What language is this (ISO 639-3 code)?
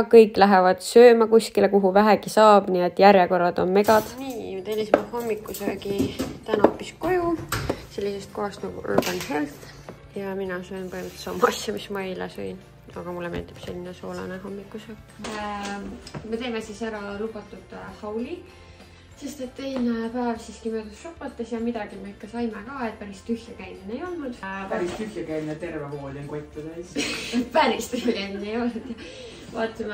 est